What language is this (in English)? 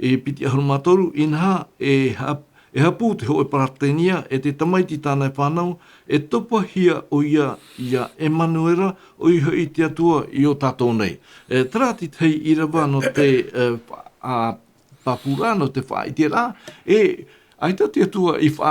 Tahitian